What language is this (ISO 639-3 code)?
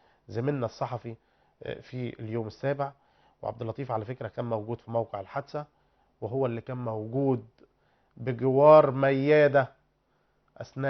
arz